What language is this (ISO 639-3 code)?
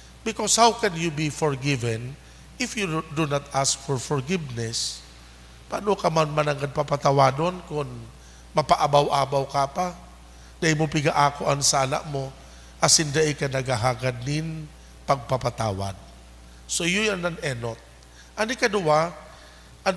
bik